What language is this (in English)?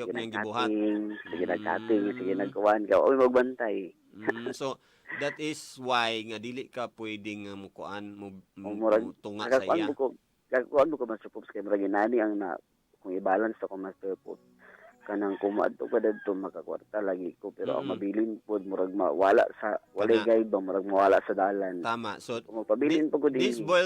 Cebuano